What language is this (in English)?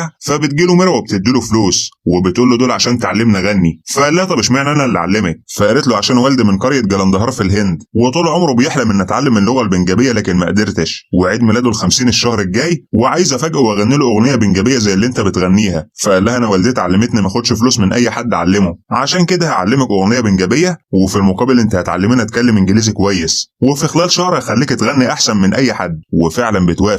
Egyptian Arabic